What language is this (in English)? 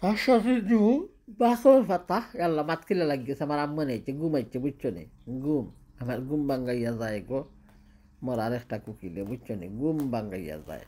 Sylheti